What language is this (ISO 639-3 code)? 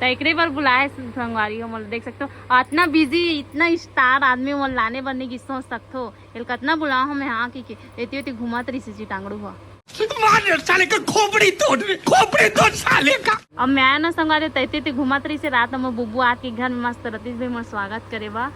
hne